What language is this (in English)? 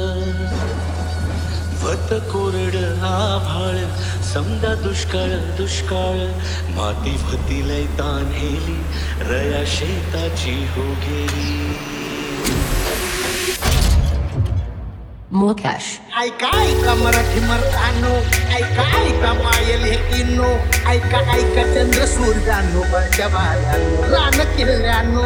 Marathi